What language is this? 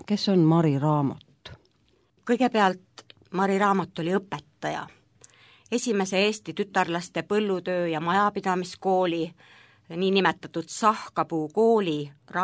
Estonian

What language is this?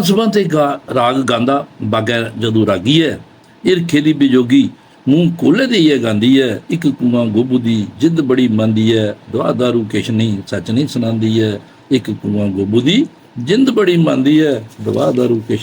Dogri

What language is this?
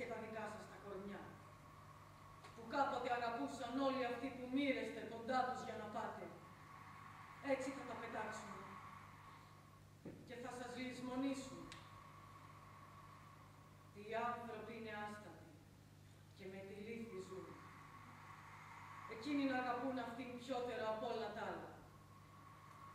Greek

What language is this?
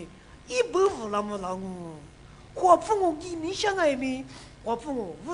Lisu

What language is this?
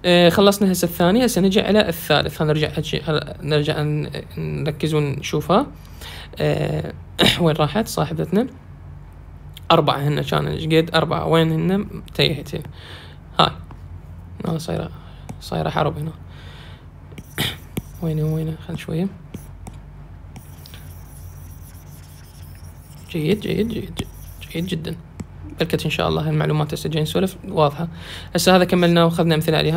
Mesopotamian Arabic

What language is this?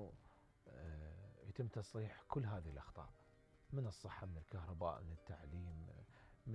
Mesopotamian Arabic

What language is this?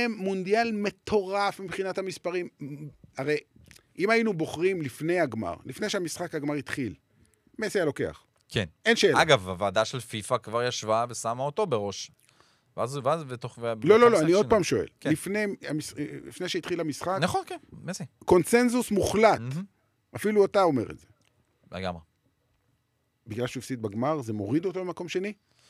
Hebrew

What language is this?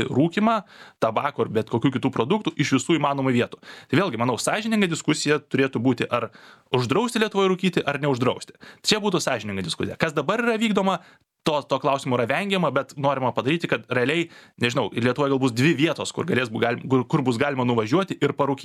Lithuanian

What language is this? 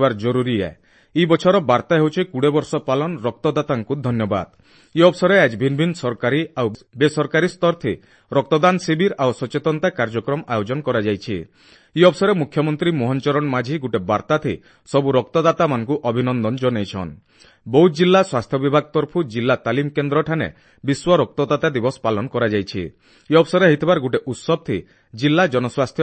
Odia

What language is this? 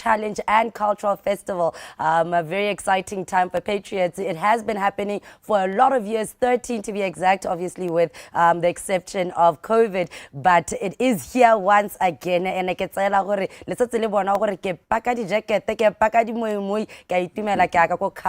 Tswana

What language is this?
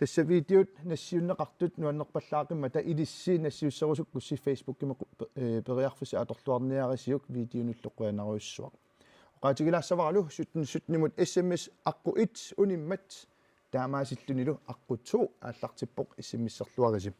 Kalaallisut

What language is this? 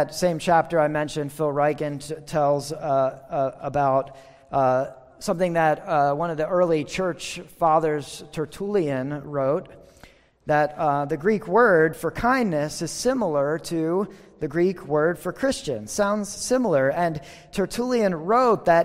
English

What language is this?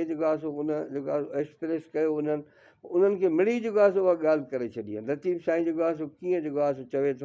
Sindhi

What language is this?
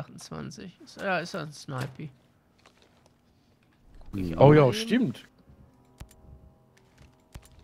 German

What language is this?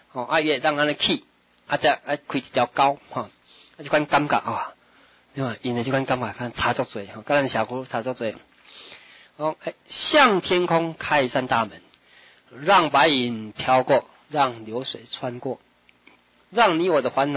Min Nan Chinese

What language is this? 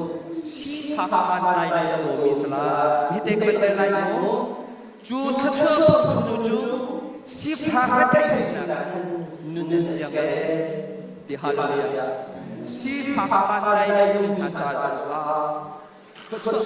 Hakha Chin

